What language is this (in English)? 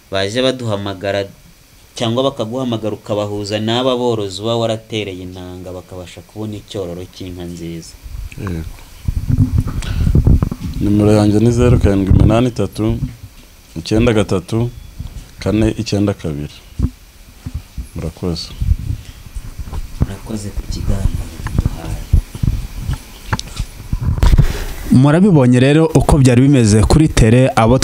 Kinyarwanda